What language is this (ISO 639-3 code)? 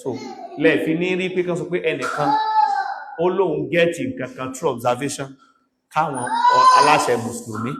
yor